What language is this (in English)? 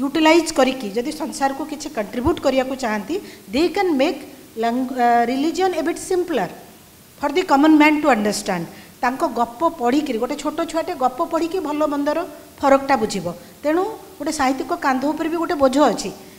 Odia